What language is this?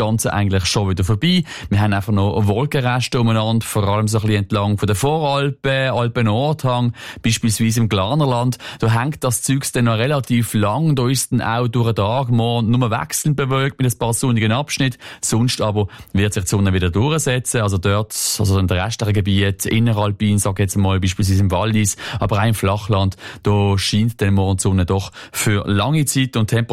German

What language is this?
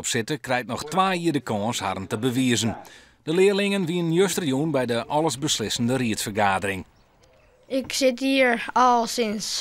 Western Frisian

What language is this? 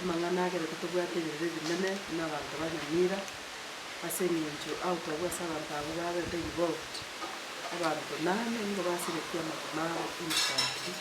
Gusii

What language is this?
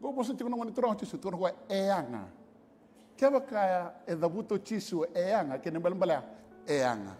Fijian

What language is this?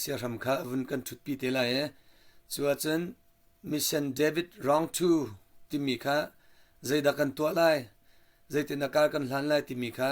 Hakha Chin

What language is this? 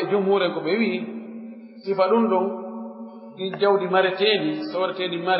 Pular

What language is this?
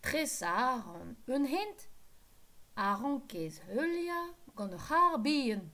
Breton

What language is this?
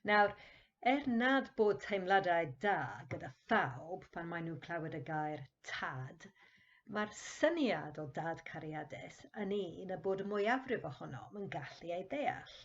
Welsh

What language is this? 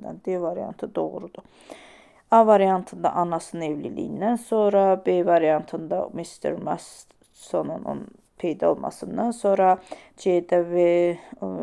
Azerbaijani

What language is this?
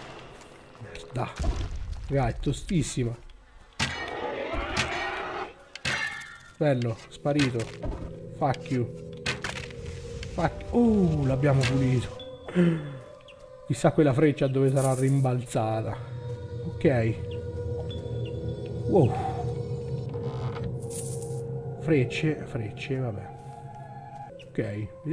Italian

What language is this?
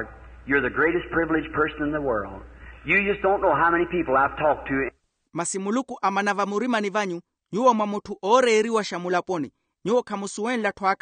Makhuwa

